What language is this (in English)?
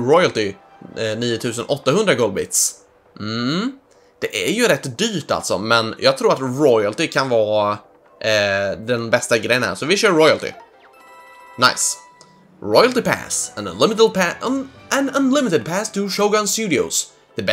Swedish